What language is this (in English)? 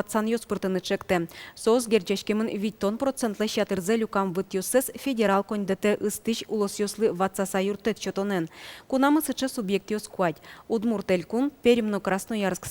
Udmurt